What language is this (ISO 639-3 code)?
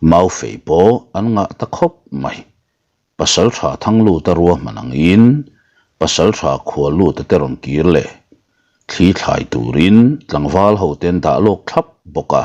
lus